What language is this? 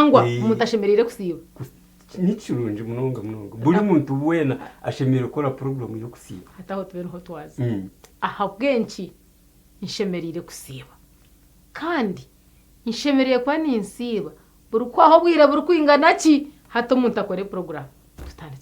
Nyankole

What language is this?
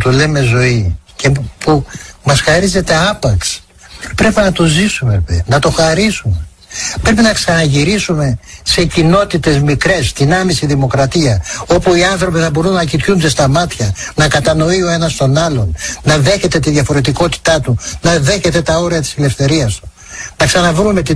Greek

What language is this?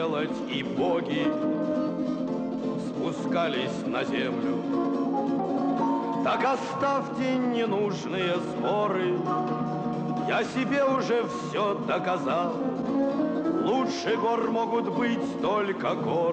Russian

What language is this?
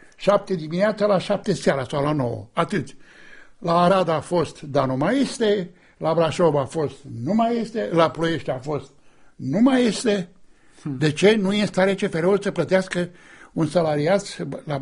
Romanian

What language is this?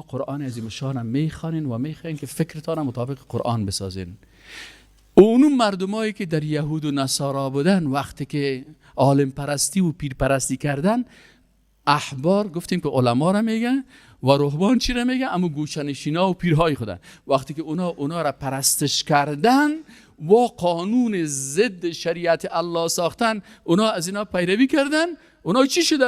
Persian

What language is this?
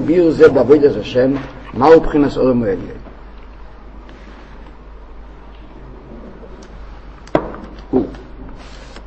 Hebrew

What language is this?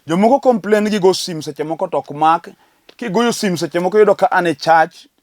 Luo (Kenya and Tanzania)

